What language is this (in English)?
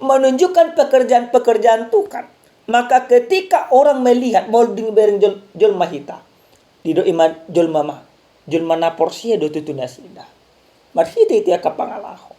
Batak Toba